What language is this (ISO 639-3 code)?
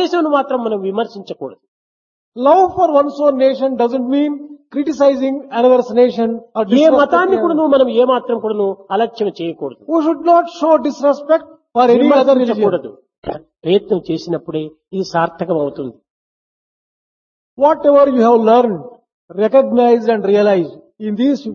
tel